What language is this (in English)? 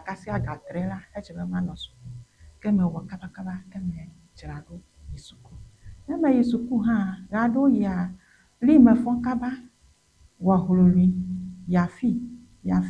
Ewe